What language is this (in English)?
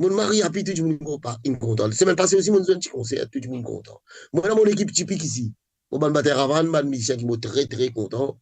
Morisyen